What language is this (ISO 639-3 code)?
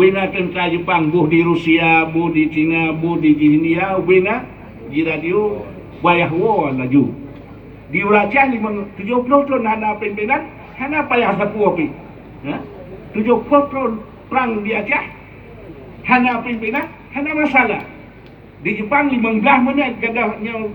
ace